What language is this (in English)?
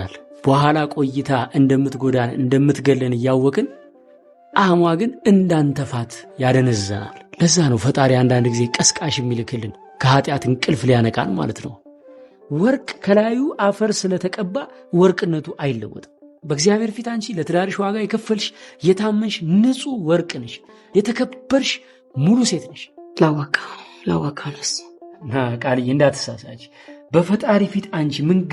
Amharic